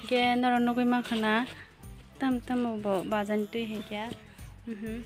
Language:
Kok Borok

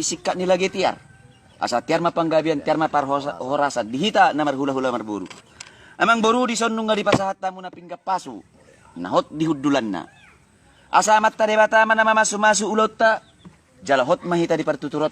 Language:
Batak Toba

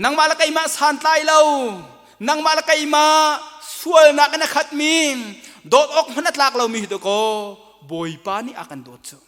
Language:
Hakha Chin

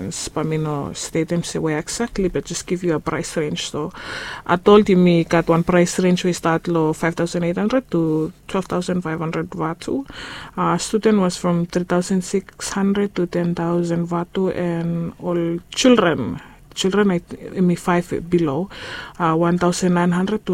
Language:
Bislama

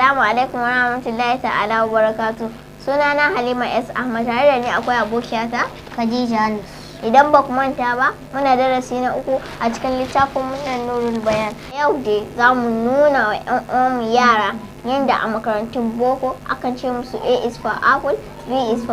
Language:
Hausa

